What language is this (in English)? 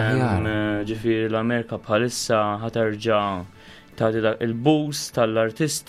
Maltese